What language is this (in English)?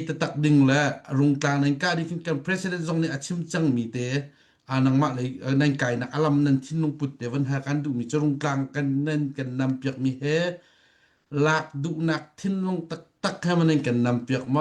Hakha Chin